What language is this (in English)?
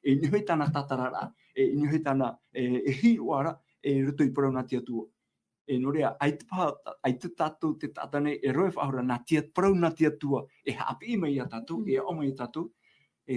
Tahitian